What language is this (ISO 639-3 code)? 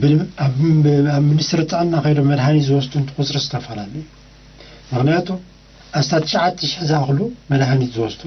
tir